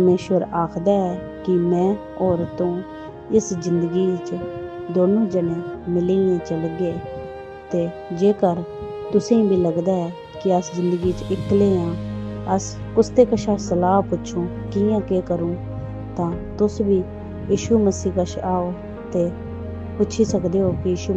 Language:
Dogri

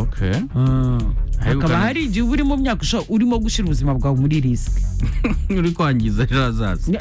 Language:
Kinyarwanda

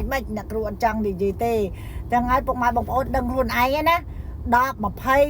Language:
Khmer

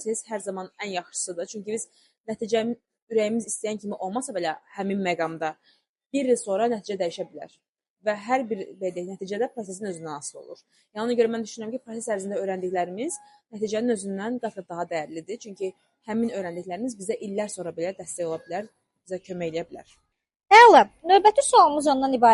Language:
Azerbaijani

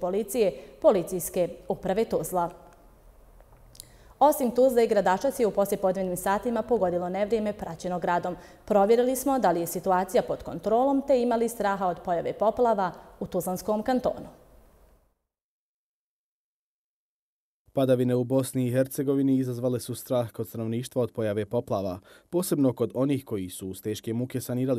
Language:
Bosnian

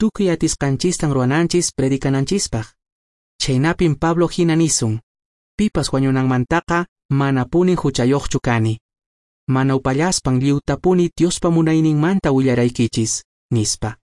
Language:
Quechua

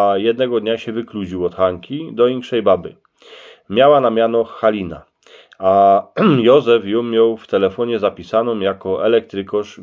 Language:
Silesian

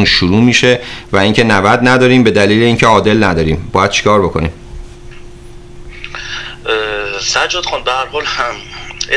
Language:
Persian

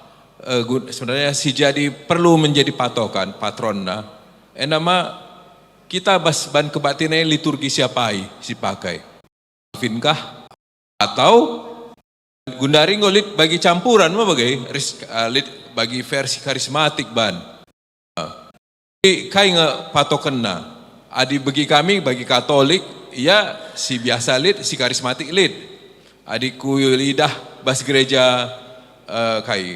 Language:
Batak Karo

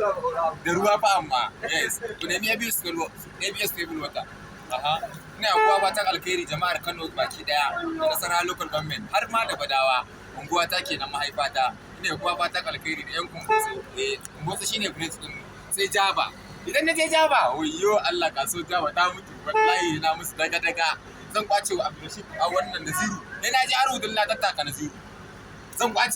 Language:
Hausa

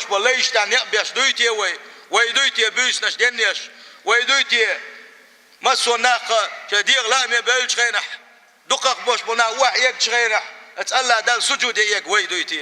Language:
Chechen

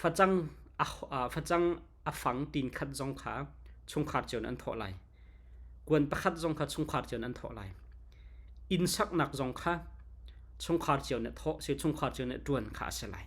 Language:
Hakha Chin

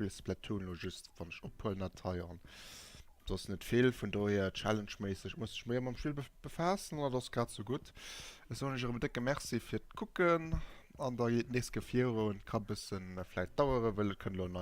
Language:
Luxembourgish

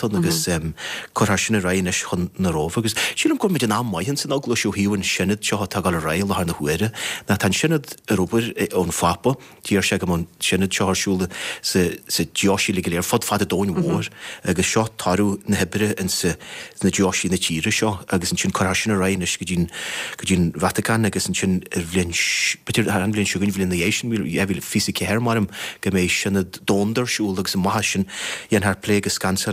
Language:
Irish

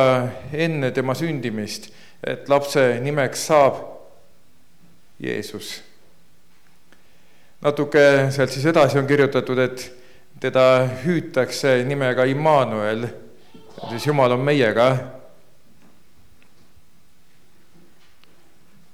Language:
Estonian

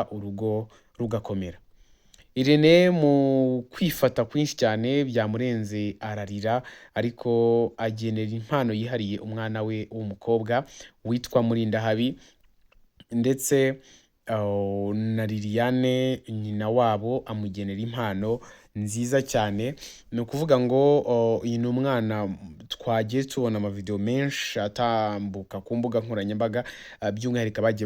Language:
Kinyarwanda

